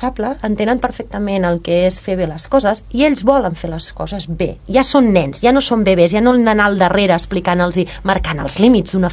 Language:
Catalan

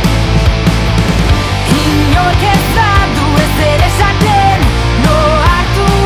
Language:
Basque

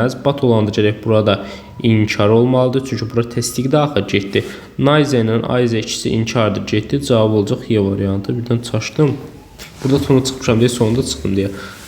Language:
Azerbaijani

